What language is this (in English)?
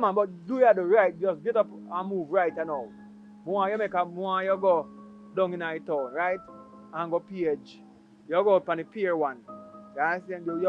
Jamaican Creole English